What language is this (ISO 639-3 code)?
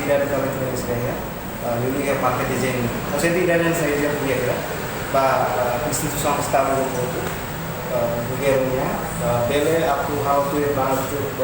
tet